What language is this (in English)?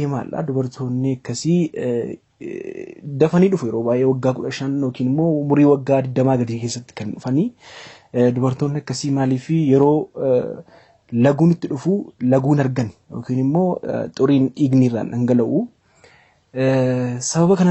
Oromo